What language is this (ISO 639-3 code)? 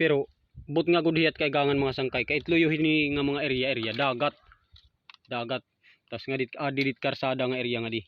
war